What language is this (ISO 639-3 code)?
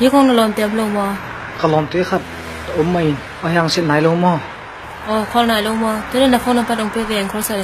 ctd